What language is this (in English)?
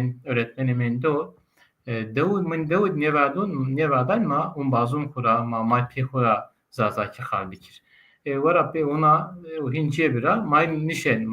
Zaza